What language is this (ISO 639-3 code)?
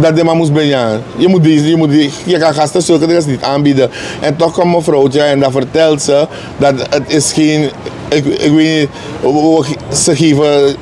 srn